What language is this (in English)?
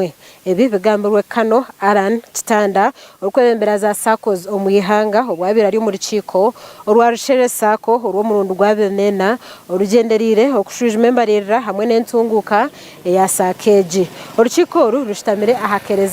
Nyankole